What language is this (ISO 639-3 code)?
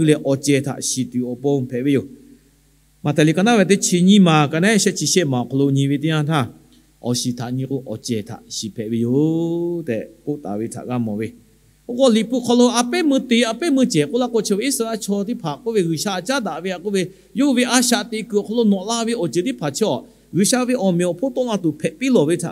lhu